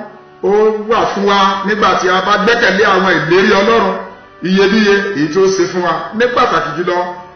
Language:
Yoruba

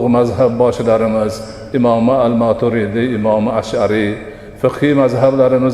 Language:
Uzbek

